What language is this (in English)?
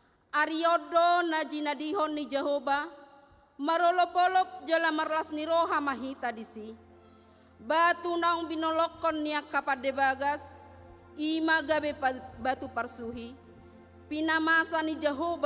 Batak Toba